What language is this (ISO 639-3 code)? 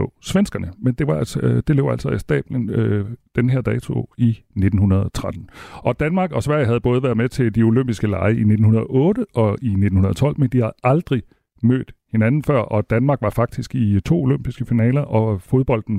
dan